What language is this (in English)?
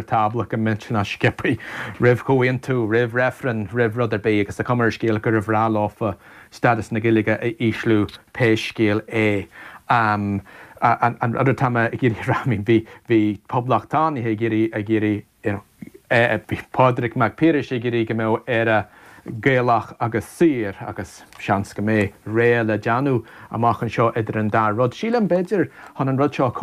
Irish